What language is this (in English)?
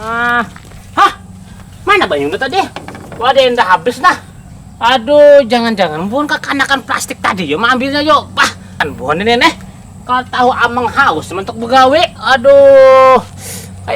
Banjar